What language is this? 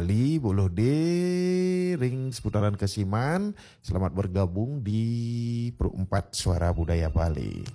Balinese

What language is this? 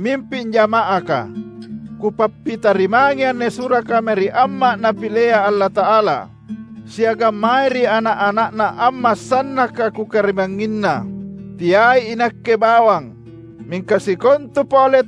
Makasar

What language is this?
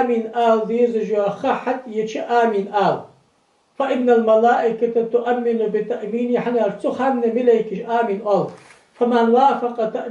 Ingush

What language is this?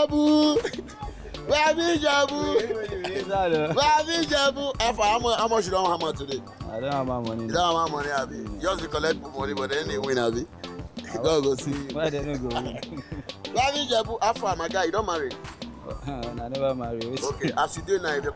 Nigerian Pidgin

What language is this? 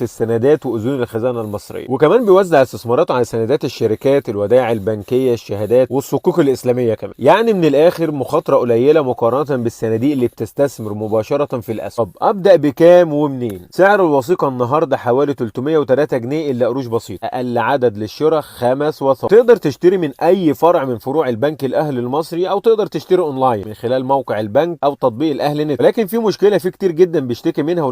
Egyptian Arabic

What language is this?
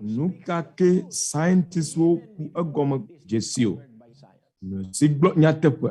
Ewe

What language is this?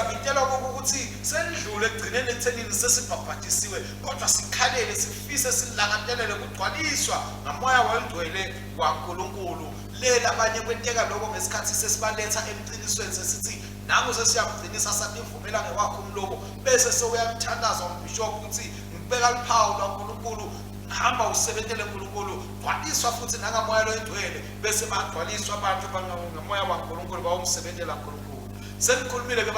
Swati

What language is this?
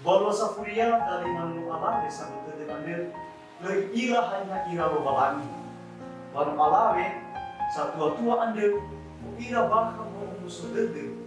Nias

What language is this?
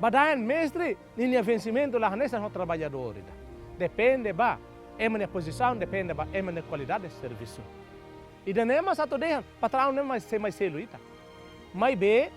Tetum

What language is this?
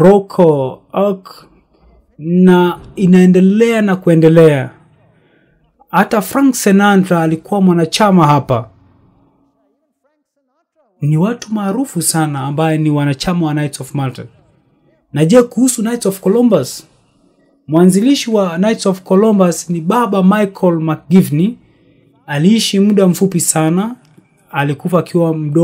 Swahili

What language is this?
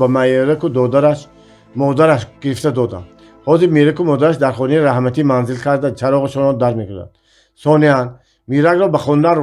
Tajik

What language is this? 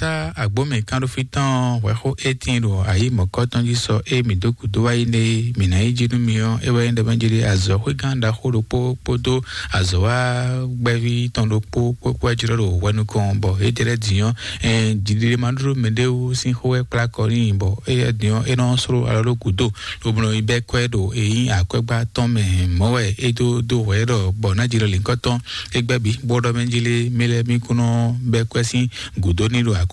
Fon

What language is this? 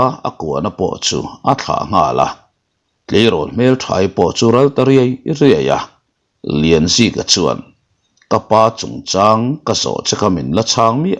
Mizo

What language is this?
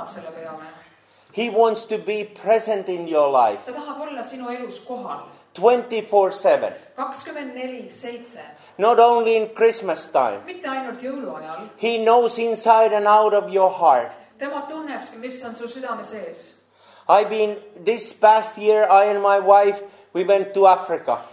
Estonian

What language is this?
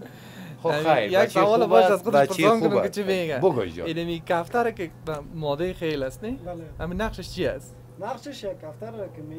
Persian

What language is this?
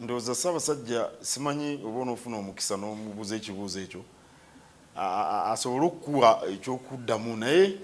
Ganda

